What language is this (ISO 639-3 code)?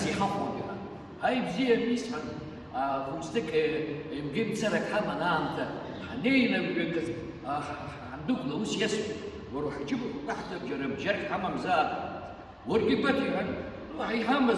abk